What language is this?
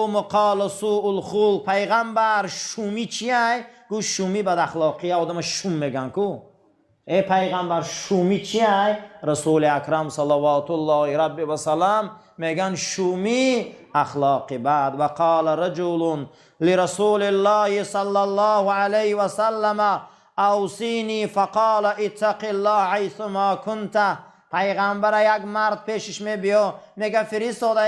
Tajik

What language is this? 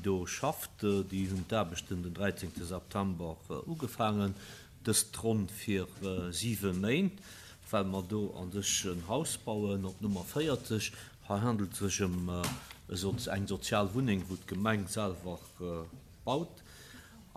Luxembourgish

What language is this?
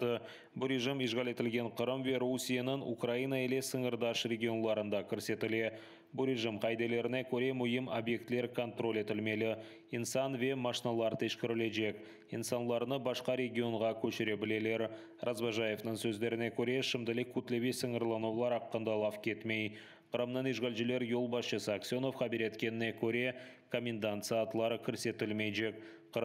Crimean Tatar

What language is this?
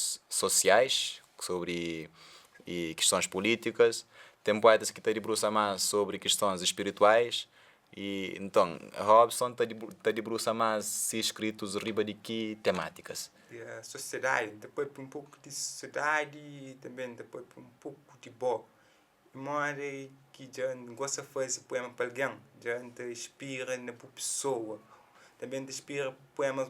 Kabuverdianu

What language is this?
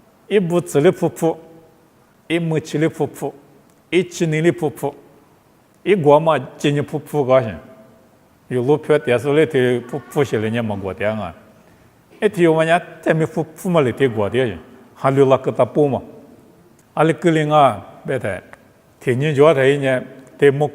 Lisu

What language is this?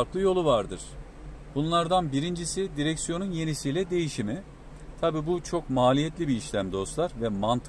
Turkish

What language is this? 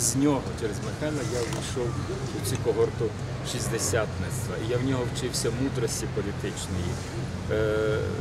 Ukrainian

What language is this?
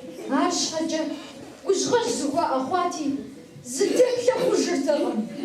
Kabardian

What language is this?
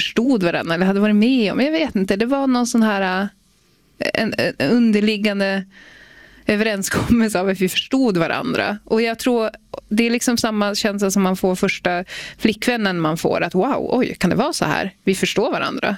Swedish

